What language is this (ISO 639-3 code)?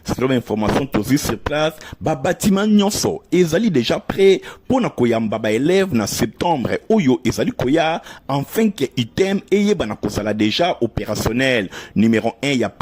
lin